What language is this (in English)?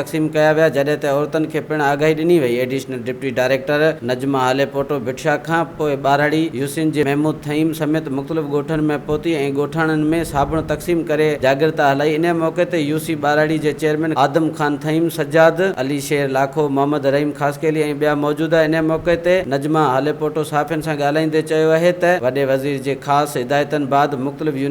Sindhi